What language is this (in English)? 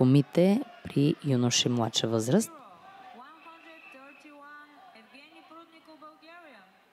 Bulgarian